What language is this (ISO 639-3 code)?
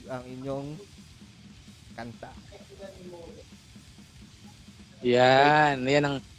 fil